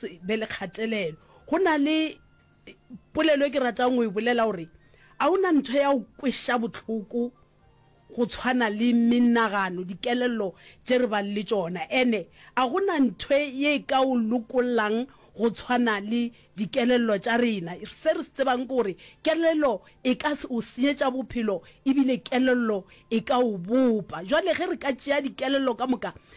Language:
Northern Sotho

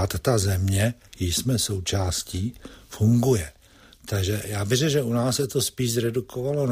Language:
Czech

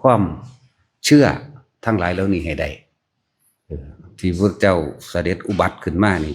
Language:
Lao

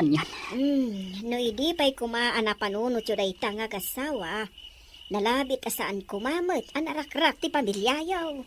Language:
Iloko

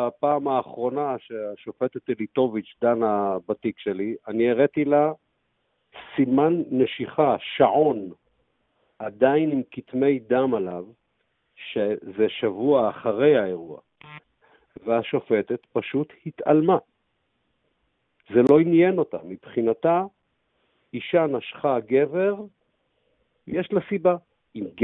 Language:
Hebrew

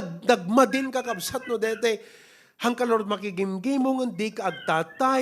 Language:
Iloko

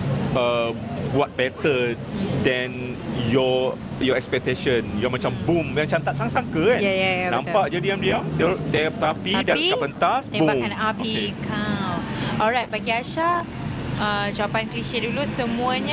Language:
Malay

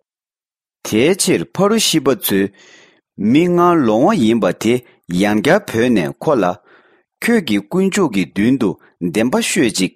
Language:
Tibetan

